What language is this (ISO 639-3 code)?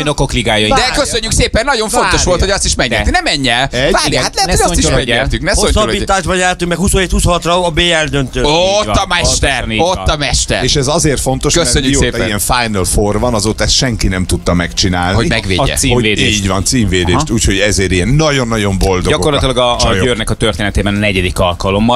hun